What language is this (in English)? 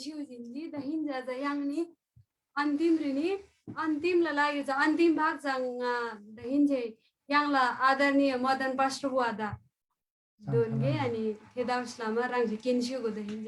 Eastern Tamang